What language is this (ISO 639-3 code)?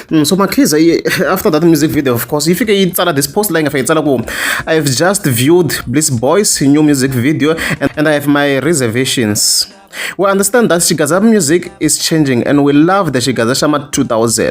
tso